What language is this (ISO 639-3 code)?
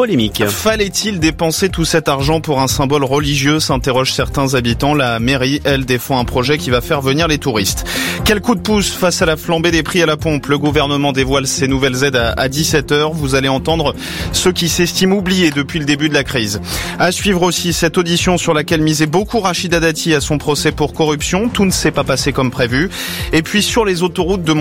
fra